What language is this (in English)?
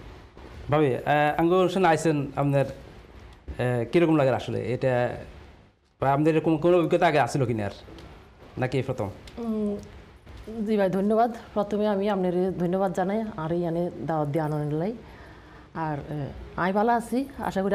Bangla